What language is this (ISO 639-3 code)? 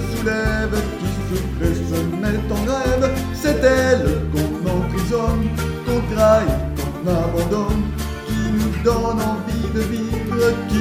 fra